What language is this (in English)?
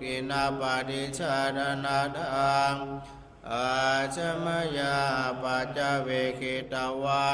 Pali